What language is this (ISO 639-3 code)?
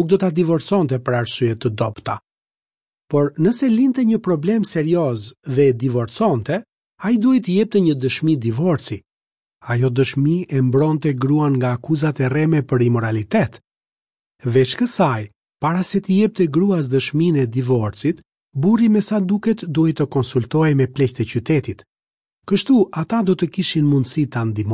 sqi